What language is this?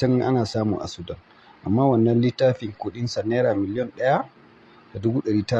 Hausa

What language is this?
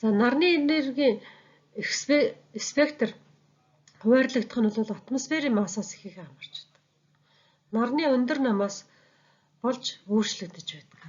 Mongolian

